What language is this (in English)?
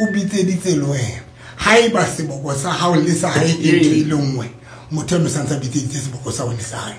Southern Sotho